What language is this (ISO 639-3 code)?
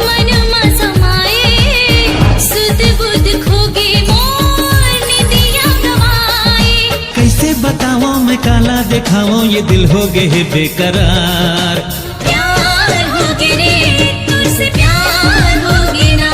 hne